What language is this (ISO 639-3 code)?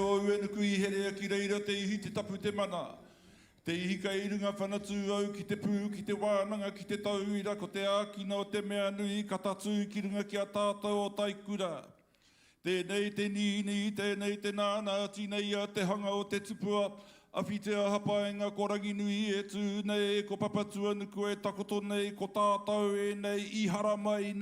mri